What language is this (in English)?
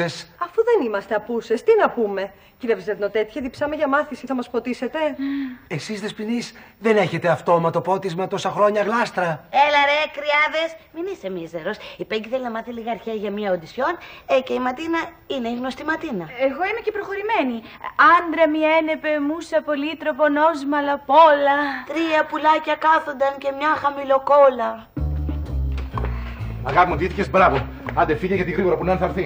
Greek